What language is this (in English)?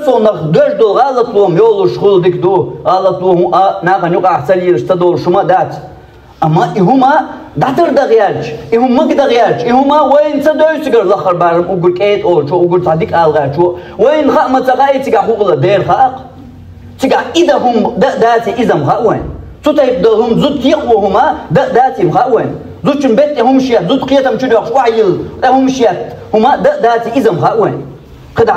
Chechen